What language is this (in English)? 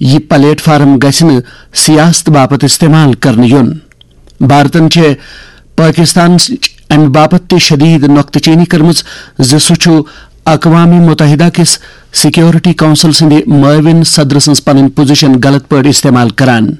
Kashmiri